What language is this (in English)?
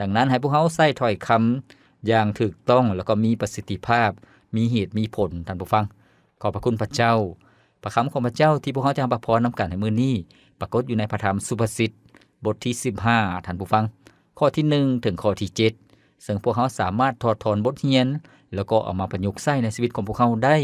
Lao